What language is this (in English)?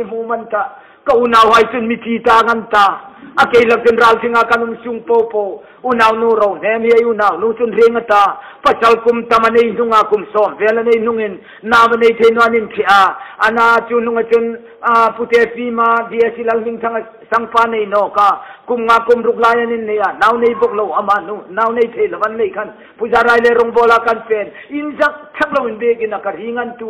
Hmar